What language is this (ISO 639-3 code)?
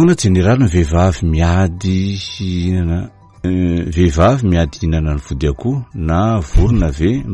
mlg